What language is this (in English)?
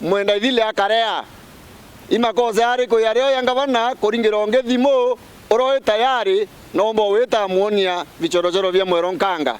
Meru